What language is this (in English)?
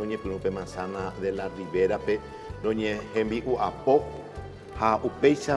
Guarani